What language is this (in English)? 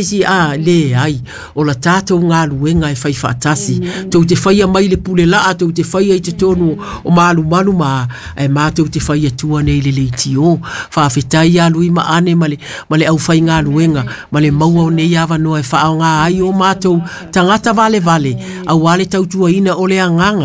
Samoan